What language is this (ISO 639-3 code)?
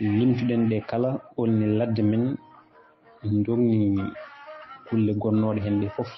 ful